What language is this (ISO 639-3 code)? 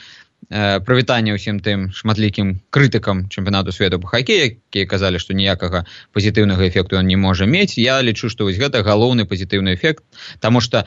bel